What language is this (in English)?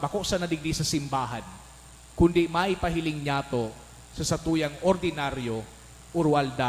Bikol